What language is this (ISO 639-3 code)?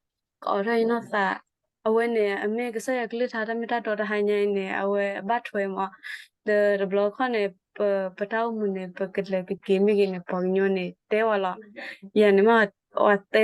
ksw